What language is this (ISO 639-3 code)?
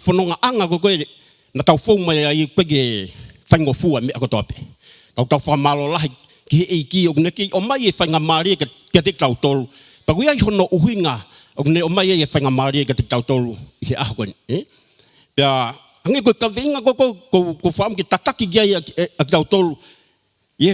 ton